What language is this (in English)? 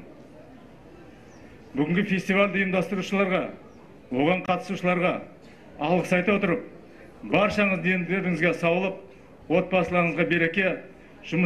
Kazakh